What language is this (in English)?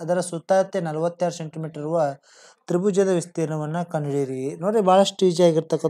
Kannada